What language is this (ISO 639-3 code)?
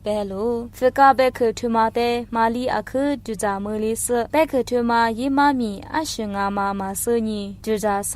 lis